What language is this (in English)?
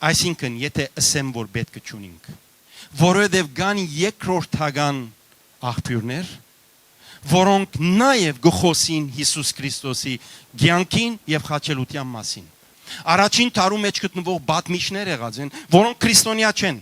Western Armenian